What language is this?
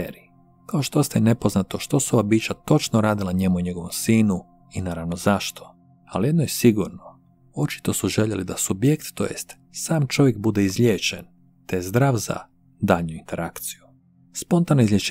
Croatian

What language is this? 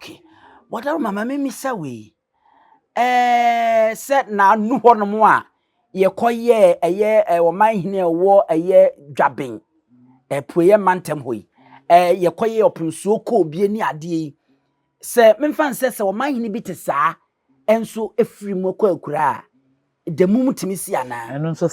Akan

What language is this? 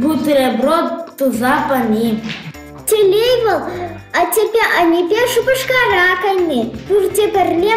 Chuvash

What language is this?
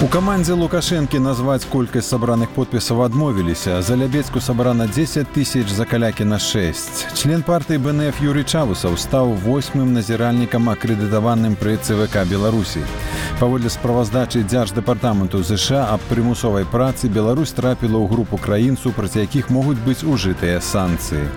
Belarusian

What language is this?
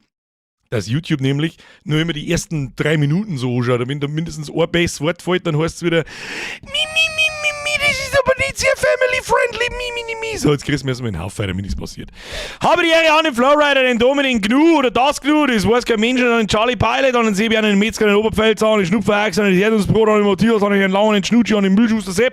Bavarian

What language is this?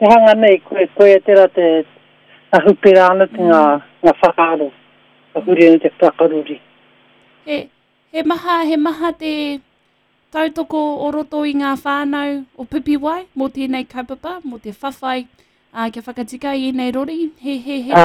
Māori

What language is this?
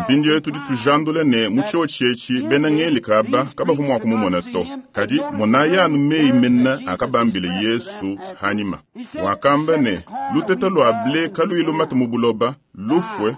Luba-Lulua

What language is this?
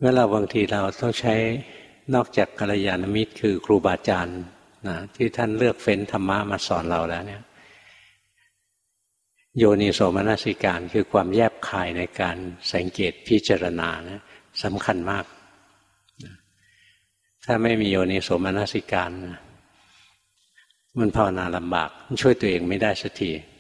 Thai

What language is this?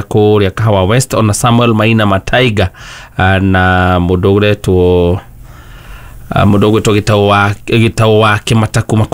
Kikuyu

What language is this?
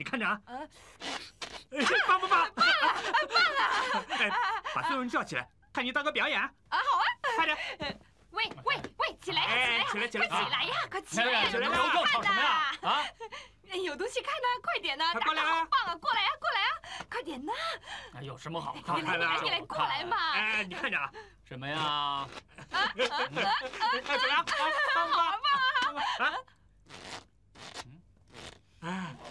Chinese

